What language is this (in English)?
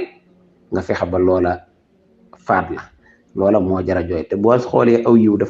Wolof